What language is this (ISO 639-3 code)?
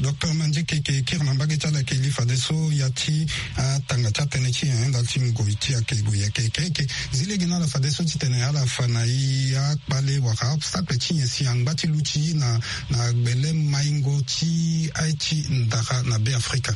sag